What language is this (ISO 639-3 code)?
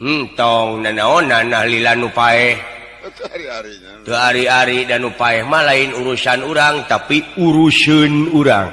sun